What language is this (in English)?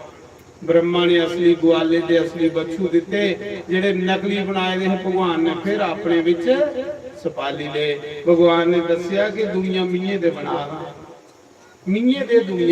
Dogri